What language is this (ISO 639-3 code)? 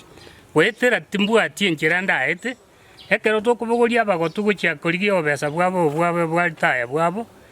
guz